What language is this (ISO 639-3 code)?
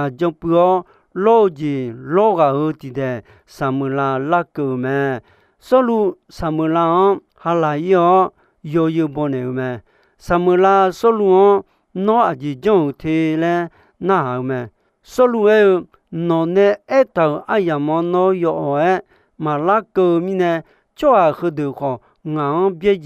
ahk